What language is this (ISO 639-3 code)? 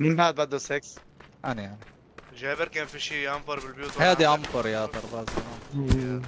apc